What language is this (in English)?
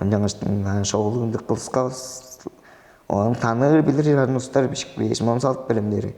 Tuvinian